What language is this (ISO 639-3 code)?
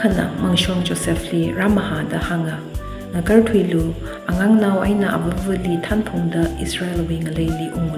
nmf